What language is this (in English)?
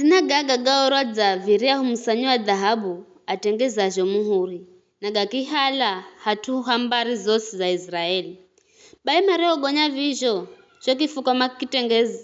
Giryama